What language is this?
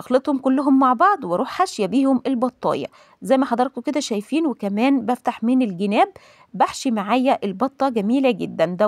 Egyptian Arabic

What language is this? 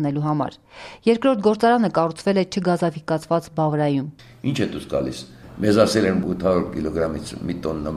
Armenian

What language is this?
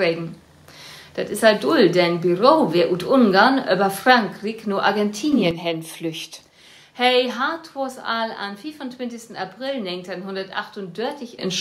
Low German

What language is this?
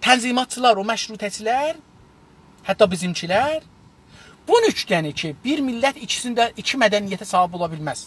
South Azerbaijani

